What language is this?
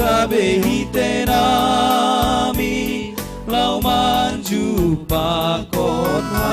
Batak Simalungun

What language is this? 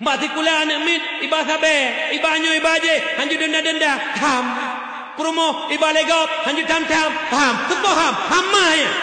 Achinese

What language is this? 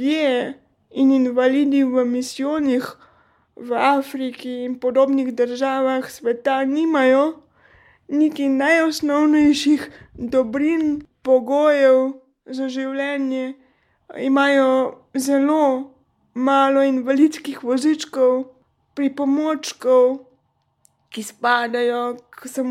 Slovenian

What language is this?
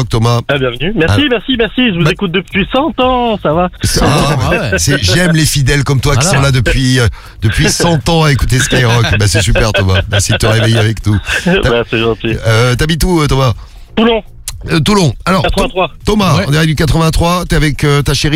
French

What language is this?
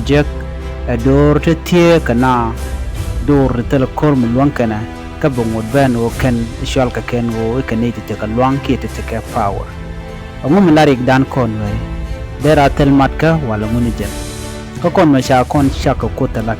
Nuer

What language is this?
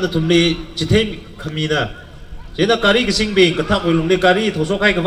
Tangkhul Naga (India)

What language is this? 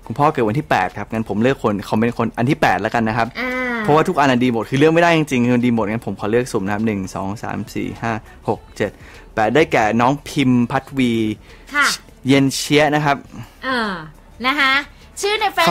Thai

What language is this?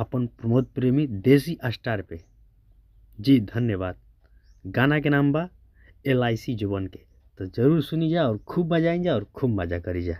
Bhojpuri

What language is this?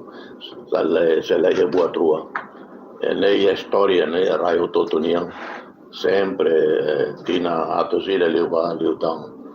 Tetum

